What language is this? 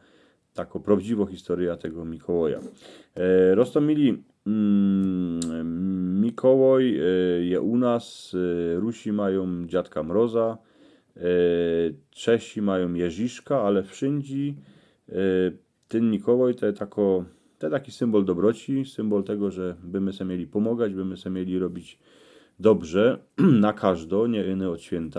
Silesian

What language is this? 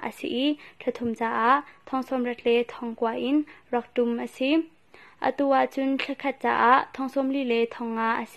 Hakha Chin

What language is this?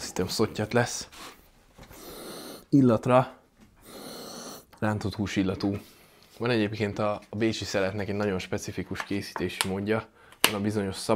Hungarian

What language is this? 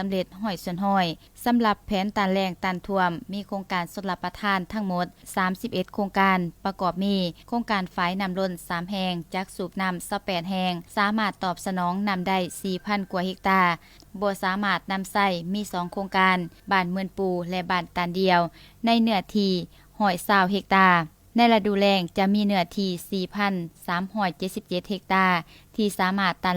Lao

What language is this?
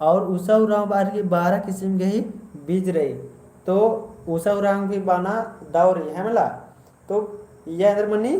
Kurukh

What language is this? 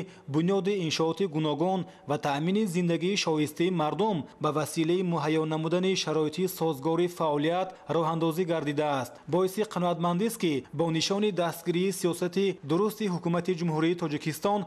Tajik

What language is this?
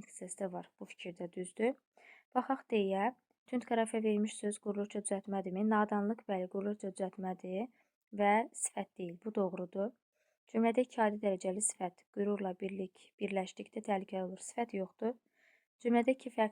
Azerbaijani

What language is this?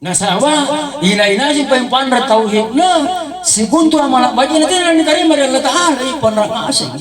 Makasar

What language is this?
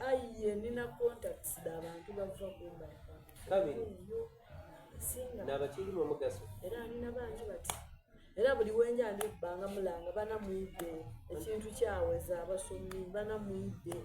Soga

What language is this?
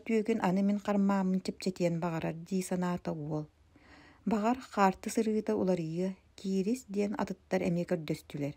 Yakut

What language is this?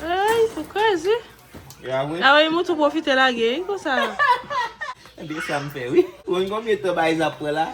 Haitian Creole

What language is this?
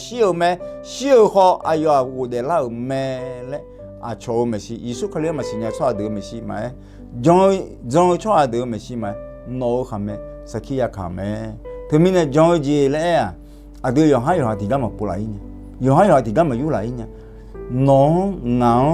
Akha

